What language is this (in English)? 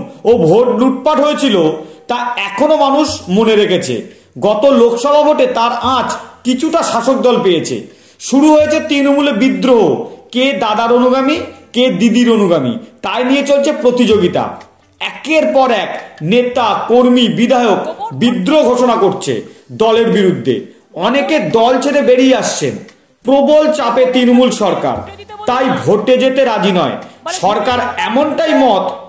Bangla